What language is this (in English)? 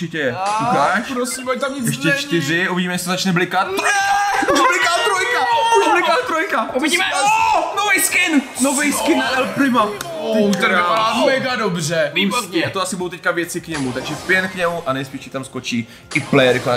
Czech